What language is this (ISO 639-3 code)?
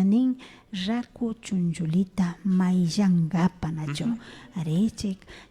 qvi